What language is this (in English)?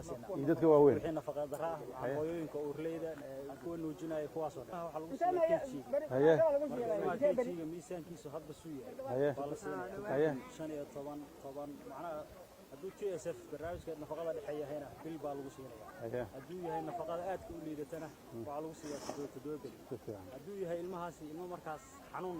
Somali